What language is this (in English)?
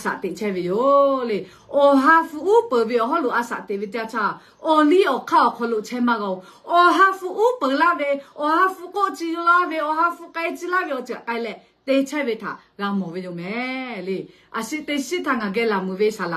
Lahu